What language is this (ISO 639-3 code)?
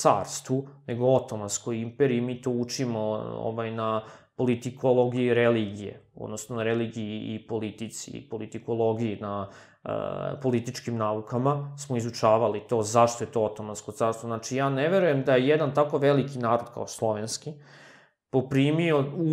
srp